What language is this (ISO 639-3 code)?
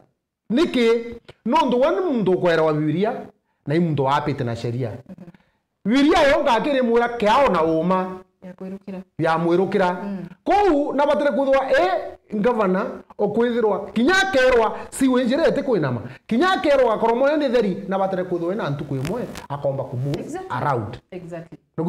mer